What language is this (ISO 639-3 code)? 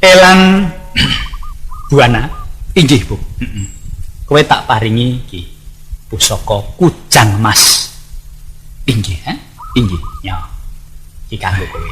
jav